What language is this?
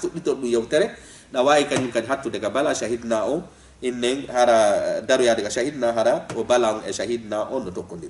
Fula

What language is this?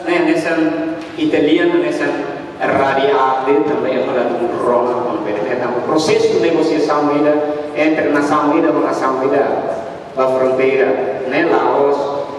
Tetum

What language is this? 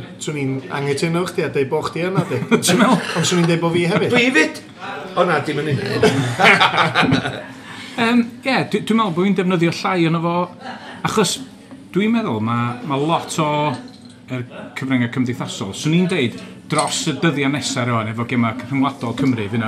Welsh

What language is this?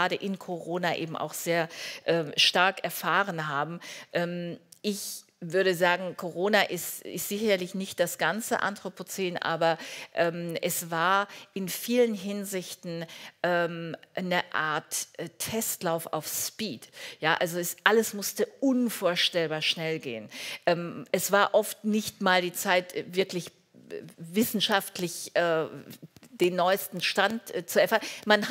German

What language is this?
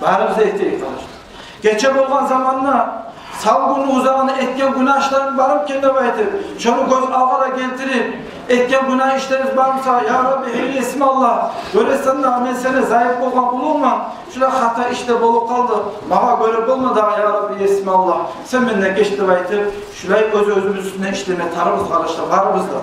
Kumyk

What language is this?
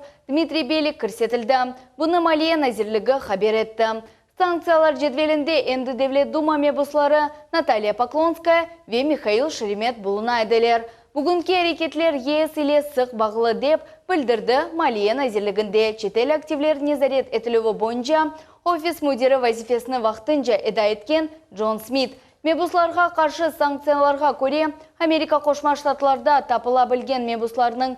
Crimean Tatar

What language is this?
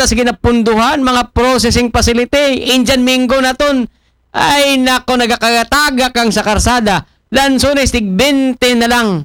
Aklanon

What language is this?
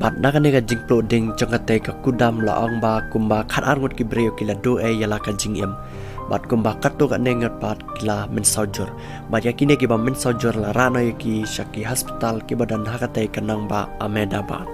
Khasi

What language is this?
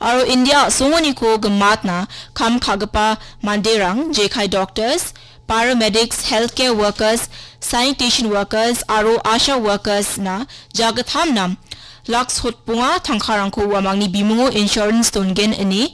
Garo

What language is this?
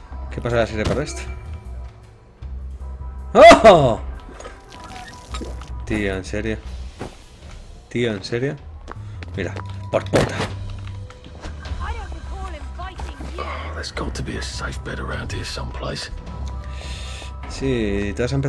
Spanish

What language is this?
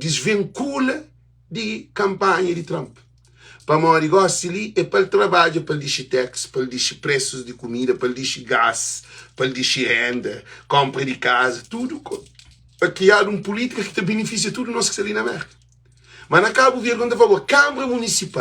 Kabuverdianu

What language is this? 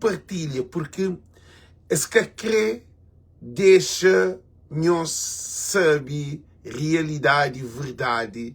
Kabuverdianu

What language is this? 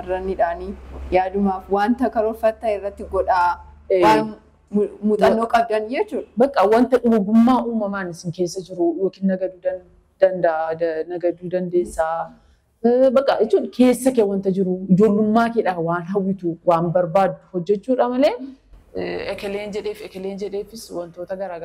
Oromo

